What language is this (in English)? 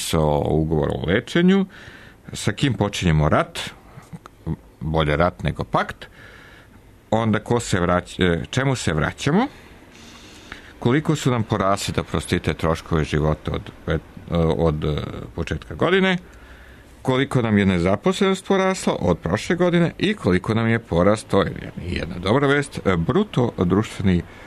Serbian